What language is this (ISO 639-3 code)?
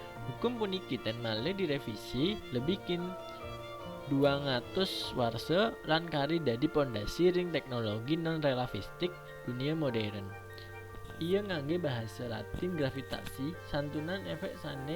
ban